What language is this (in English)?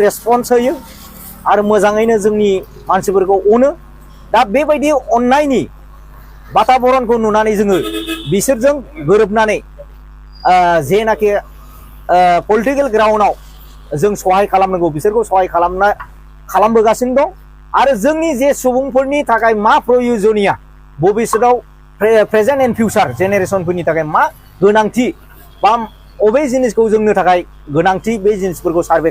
Bodo